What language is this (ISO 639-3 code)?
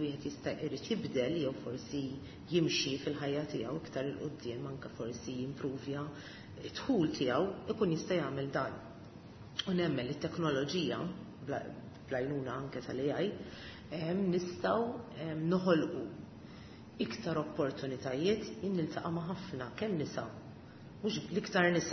mlt